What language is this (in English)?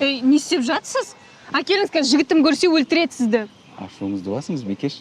Kazakh